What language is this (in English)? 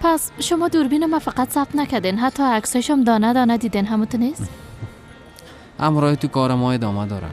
Persian